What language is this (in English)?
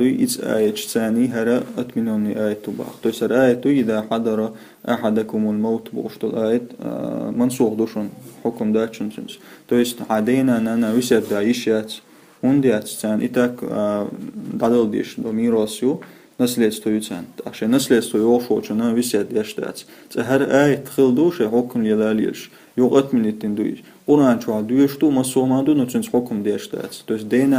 Chechen